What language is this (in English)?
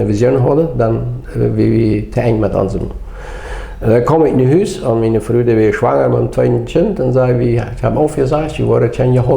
Plautdietsch